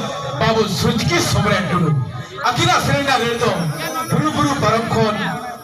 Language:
Santali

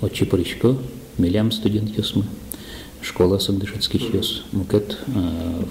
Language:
Udmurt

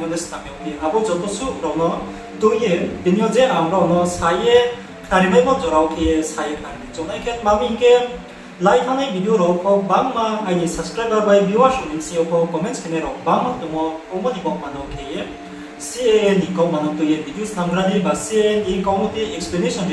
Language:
Riang (India)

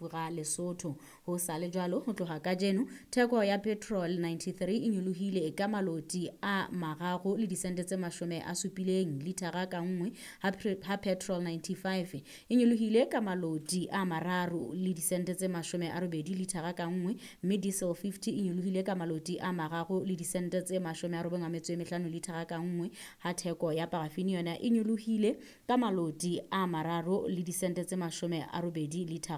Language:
Southern Sotho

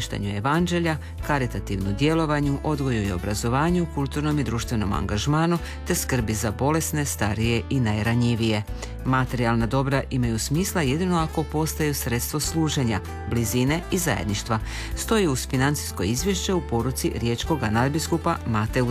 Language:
Croatian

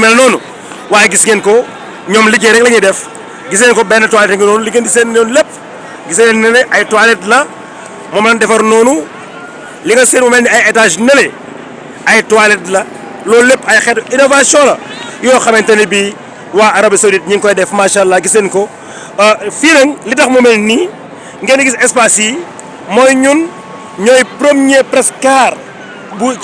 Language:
Wolof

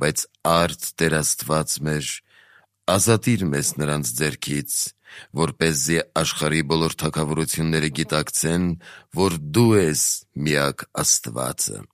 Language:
Armenian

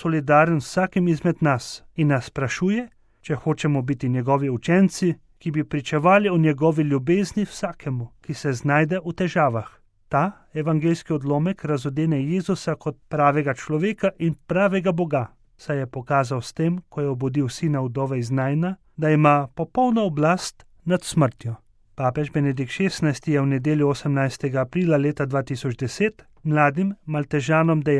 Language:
Slovenian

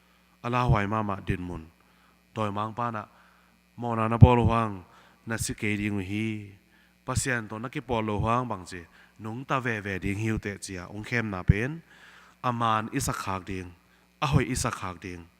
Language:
Tedim Chin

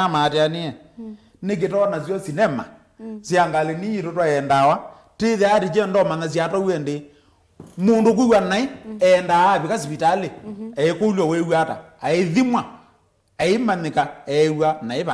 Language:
Kamba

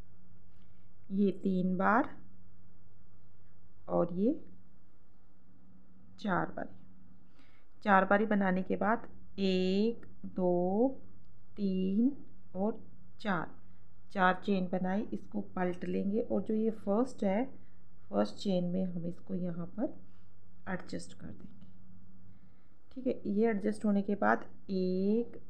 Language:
Hindi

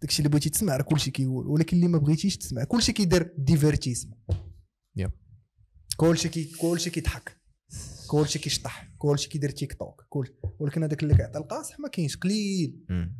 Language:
Moroccan Arabic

